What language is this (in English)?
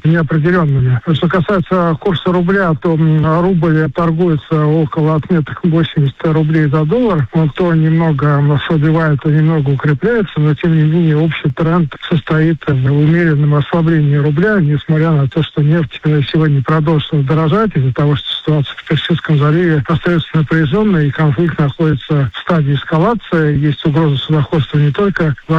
Russian